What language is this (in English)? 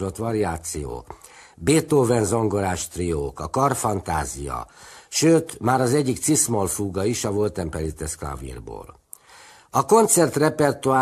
Hungarian